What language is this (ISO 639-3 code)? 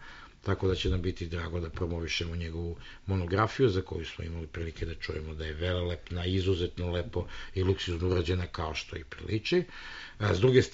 srp